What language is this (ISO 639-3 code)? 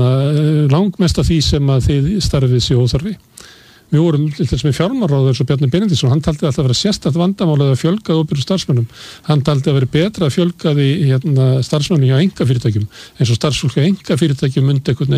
isl